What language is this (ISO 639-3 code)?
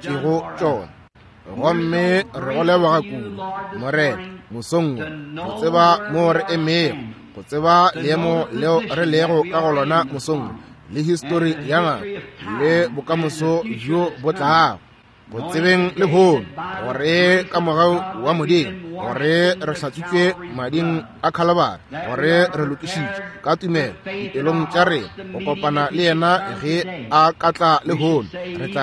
nso